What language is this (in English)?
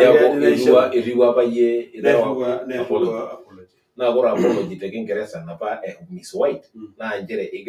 Masai